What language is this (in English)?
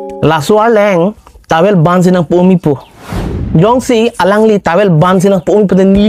Karbi